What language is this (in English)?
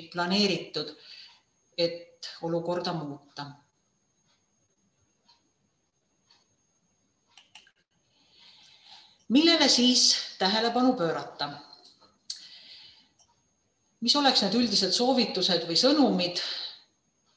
Estonian